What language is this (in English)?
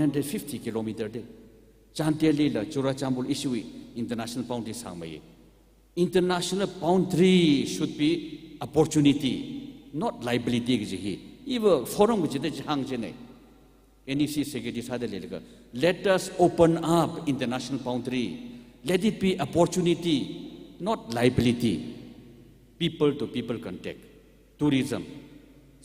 Tangkhul Naga (India)